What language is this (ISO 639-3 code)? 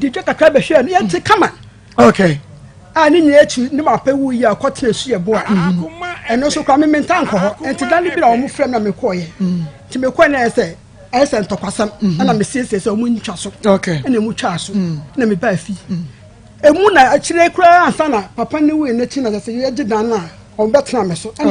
aka